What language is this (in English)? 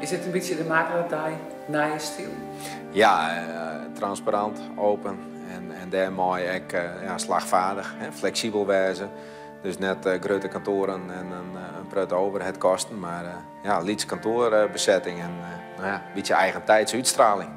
Western Frisian